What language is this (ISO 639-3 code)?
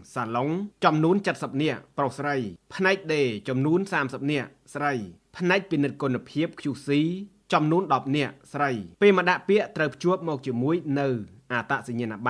khm